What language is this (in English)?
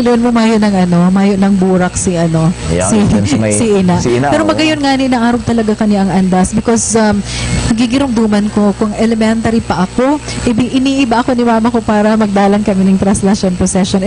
Bikol